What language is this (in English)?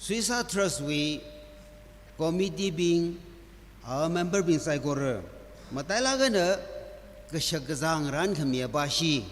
Tangkhul Naga (India)